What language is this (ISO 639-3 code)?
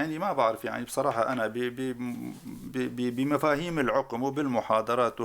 apc